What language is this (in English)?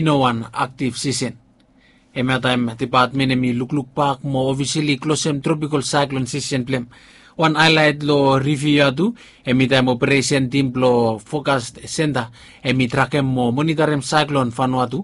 Bislama